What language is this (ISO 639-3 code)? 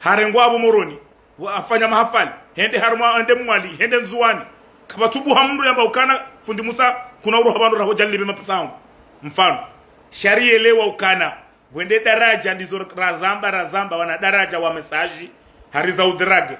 zdj